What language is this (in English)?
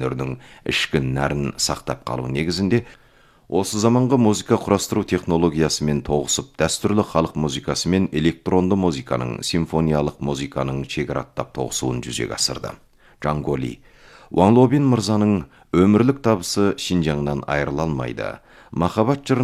Kazakh